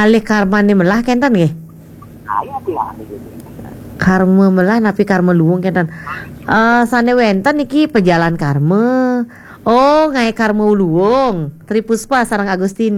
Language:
Balinese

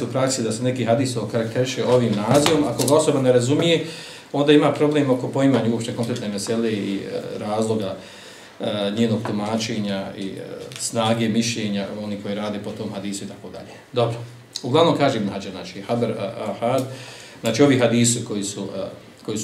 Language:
Bosnian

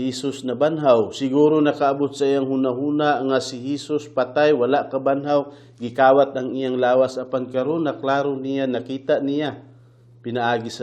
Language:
Cebuano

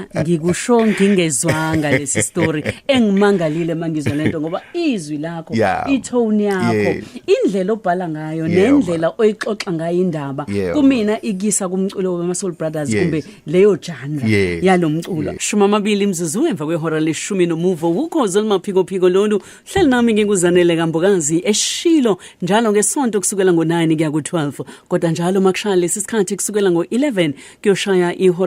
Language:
Zulu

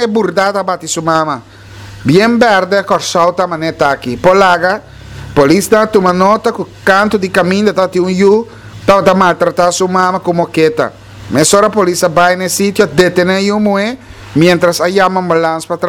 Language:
Papiamento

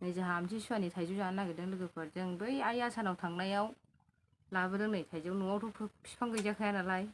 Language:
Bodo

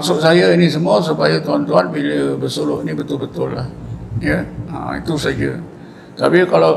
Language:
Malay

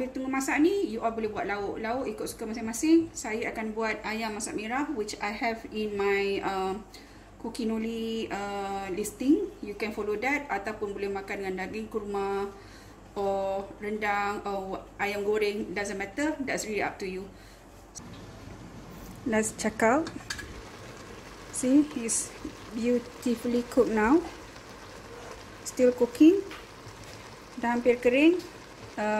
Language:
Malay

